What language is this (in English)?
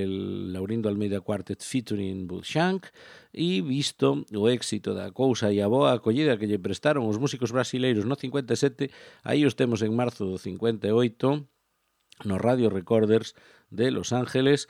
Galician